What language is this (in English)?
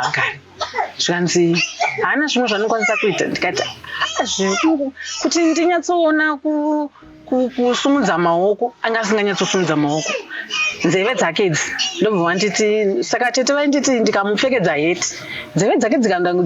Shona